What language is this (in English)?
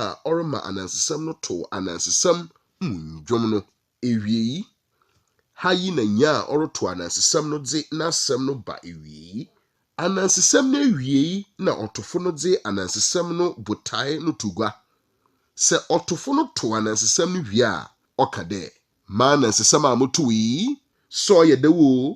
Akan